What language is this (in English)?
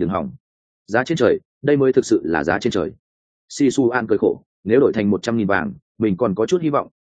Vietnamese